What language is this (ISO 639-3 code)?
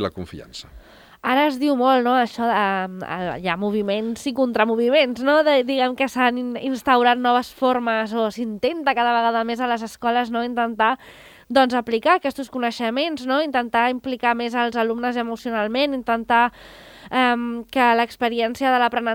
cat